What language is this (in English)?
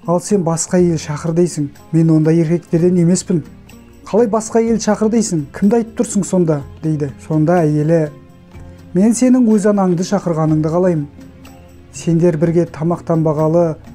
Kazakh